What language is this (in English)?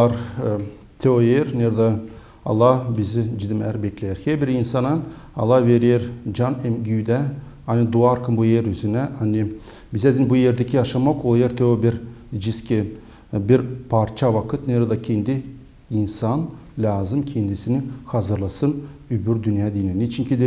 Gagauz